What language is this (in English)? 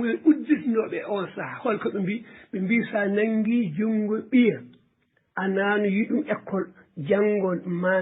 Fula